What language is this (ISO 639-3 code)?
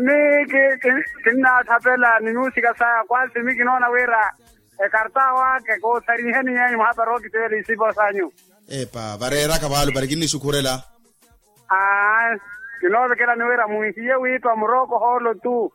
vmw